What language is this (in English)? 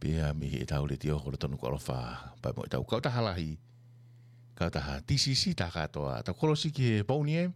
Tongan